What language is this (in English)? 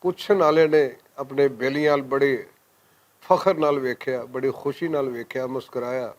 Western Panjabi